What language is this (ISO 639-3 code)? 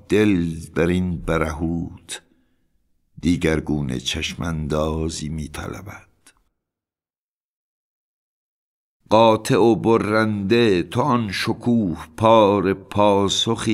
fas